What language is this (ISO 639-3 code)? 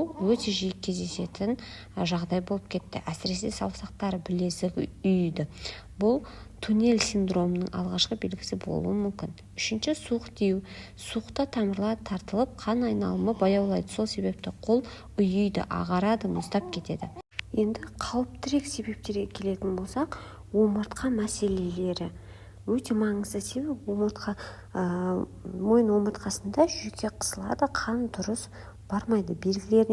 kaz